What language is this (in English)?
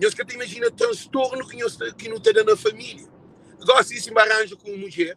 Kabuverdianu